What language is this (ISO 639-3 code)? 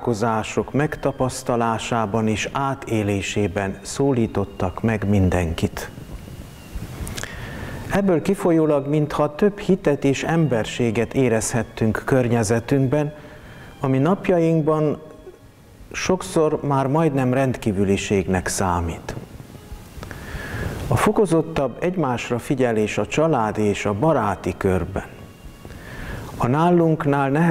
hun